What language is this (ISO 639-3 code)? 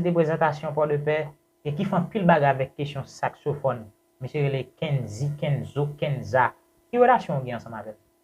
hat